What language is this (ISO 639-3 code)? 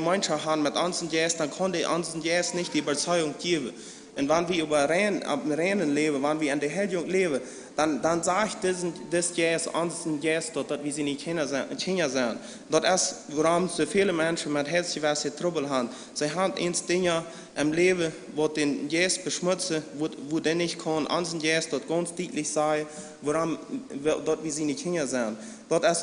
pdt